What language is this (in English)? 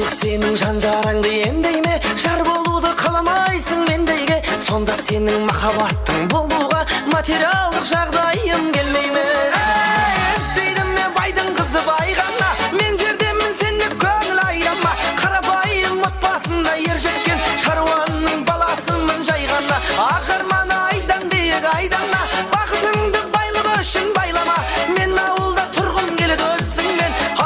Kara-Kalpak